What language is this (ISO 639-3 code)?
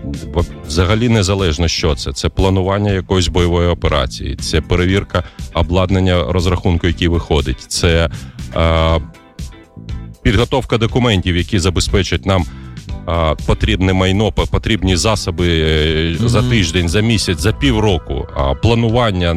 ukr